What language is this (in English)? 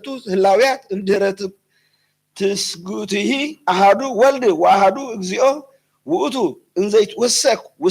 Geez